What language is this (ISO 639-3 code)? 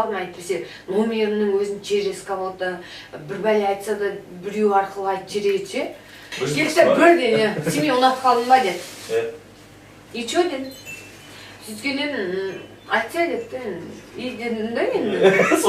kaz